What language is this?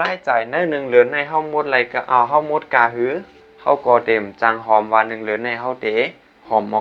Shan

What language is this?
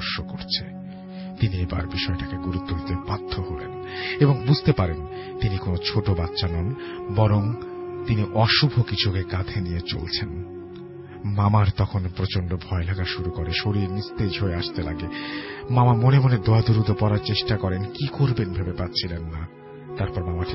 Bangla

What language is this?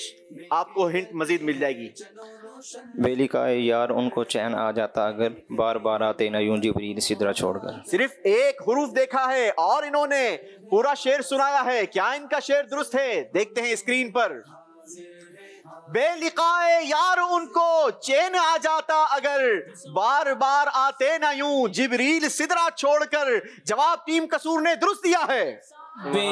Urdu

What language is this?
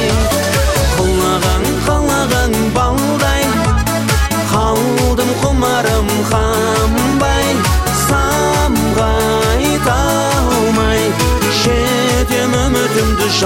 Kazakh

